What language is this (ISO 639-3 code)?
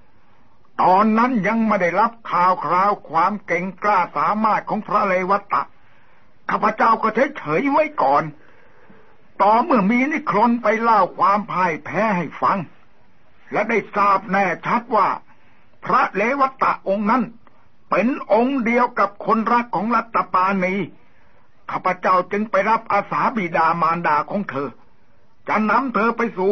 tha